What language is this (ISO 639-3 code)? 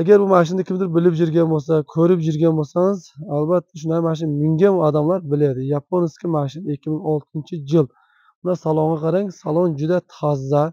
uzb